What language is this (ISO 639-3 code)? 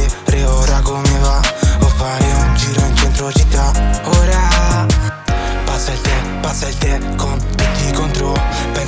ita